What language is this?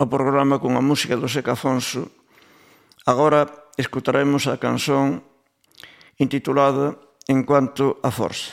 Galician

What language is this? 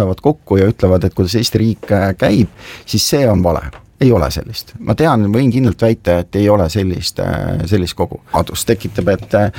Estonian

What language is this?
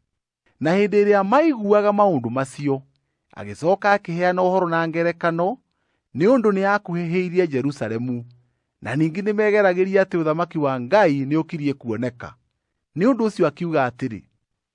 Kikuyu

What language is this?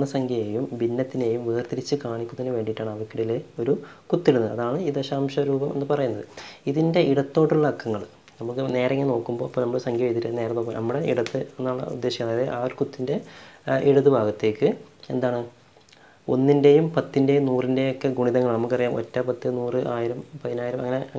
Malayalam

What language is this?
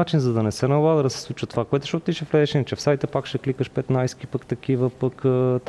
Bulgarian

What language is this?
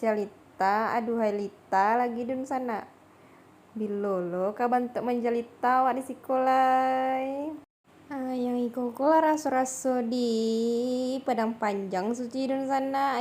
Minangkabau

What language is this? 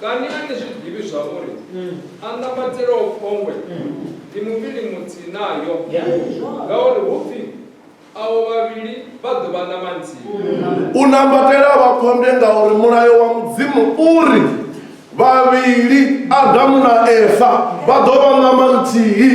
Venda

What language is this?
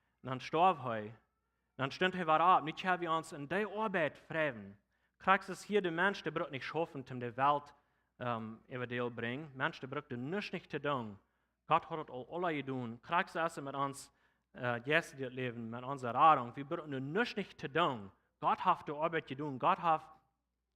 Plautdietsch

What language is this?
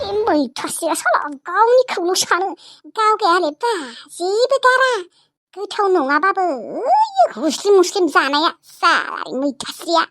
Bodo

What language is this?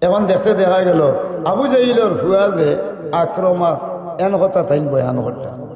Sylheti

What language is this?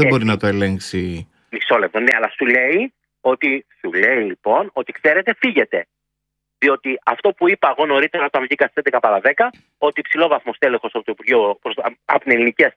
Greek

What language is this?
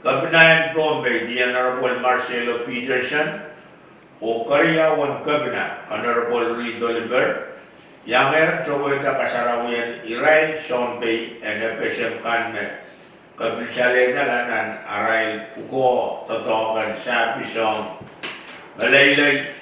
Pohnpeian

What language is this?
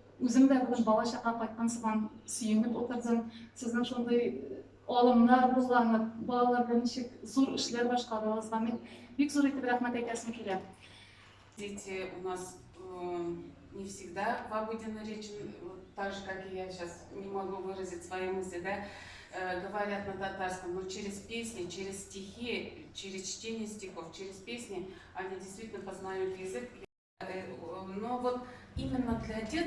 Tatar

